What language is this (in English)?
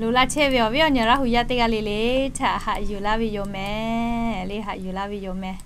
Lahu